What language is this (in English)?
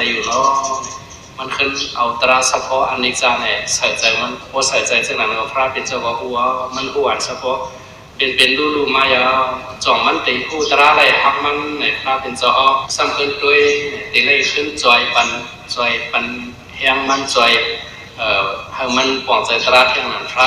Shan